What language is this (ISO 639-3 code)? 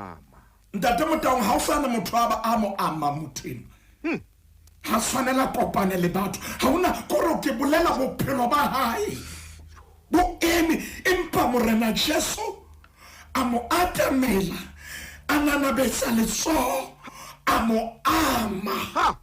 sot